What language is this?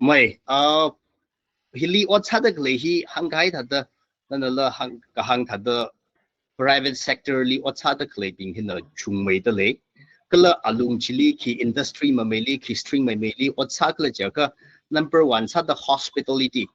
Tangkhul Naga (India)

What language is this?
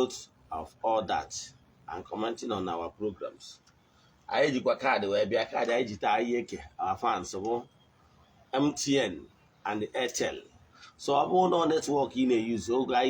Igbo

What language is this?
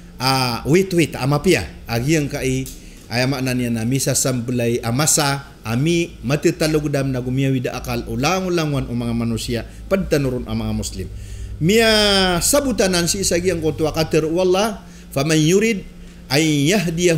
Maranao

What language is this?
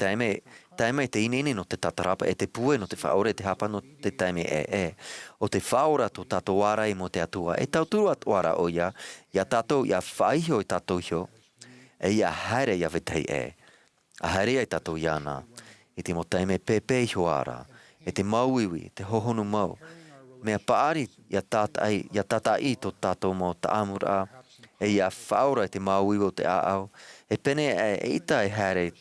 Tahitian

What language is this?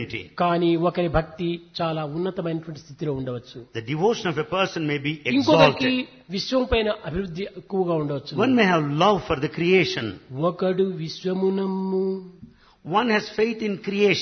Telugu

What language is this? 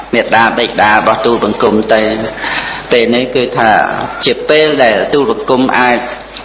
Khmer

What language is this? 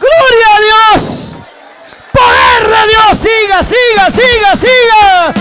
Ayacucho Quechua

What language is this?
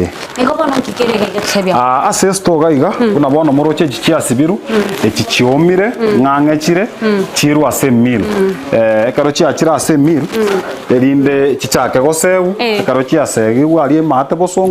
Gusii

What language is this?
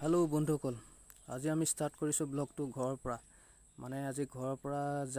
Assamese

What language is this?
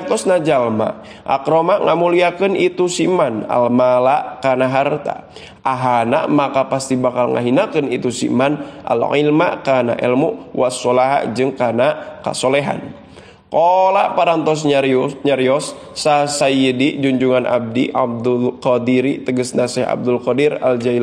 Sundanese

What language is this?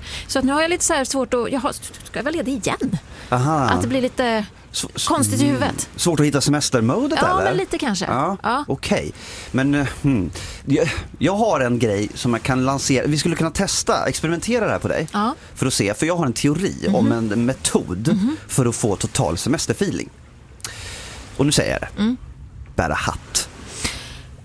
Swedish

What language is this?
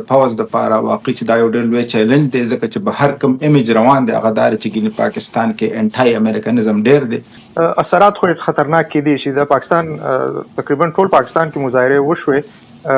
Pashto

